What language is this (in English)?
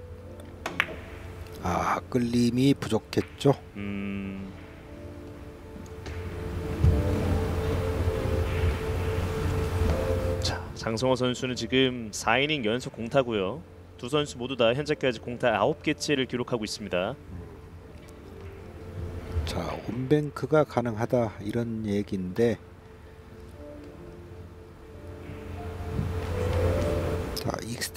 Korean